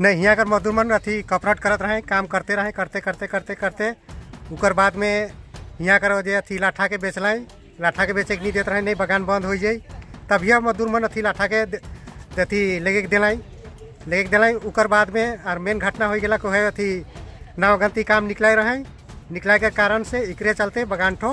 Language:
Sadri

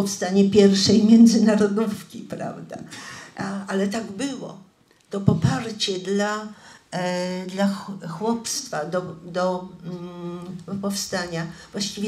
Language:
Polish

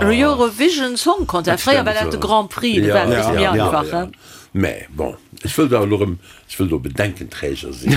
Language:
Luxembourgish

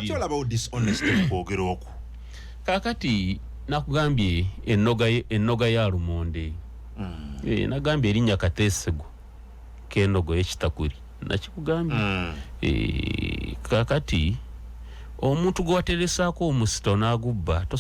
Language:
Ganda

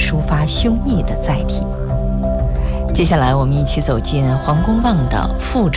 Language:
Chinese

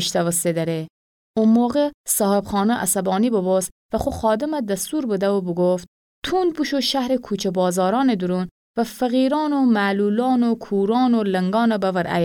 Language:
Gilaki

